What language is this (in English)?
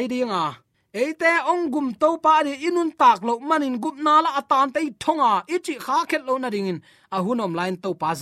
Tedim Chin